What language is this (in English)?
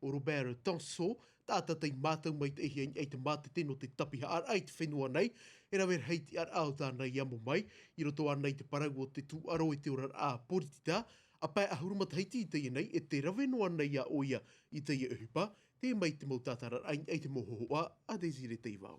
Tahitian